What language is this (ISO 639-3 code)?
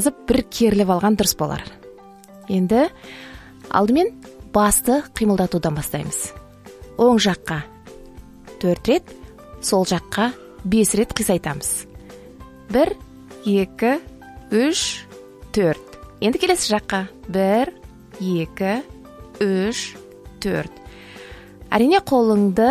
kaz